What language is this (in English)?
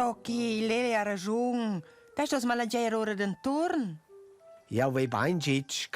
Romansh